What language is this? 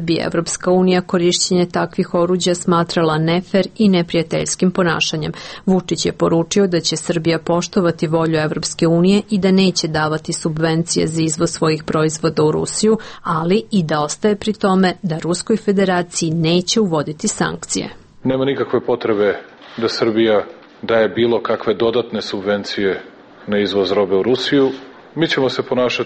Serbian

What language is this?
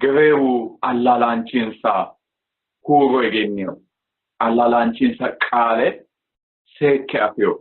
Sidamo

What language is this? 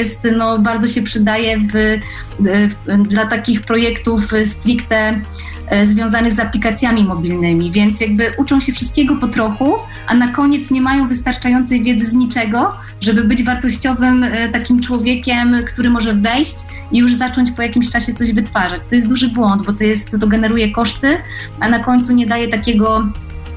Polish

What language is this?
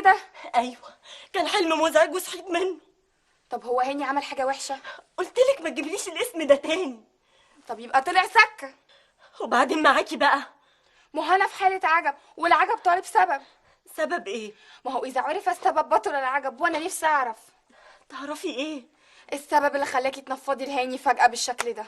Egyptian Arabic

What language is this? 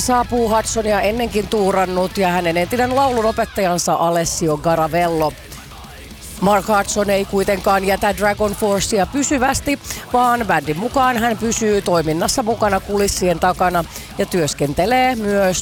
Finnish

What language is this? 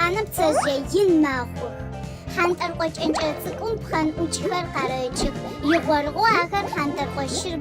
Adyghe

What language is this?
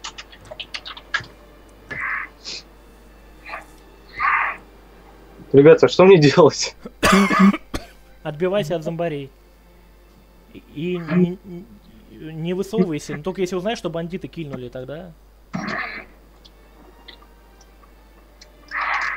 Russian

